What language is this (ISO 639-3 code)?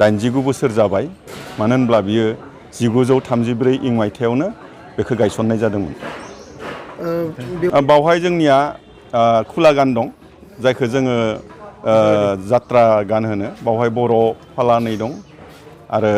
brx